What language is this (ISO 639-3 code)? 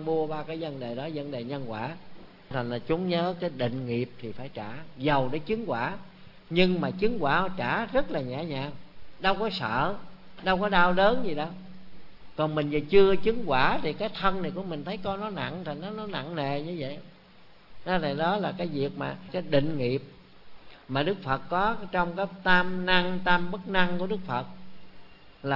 vie